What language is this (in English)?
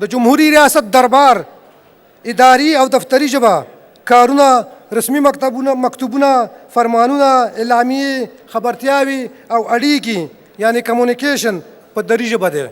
Pashto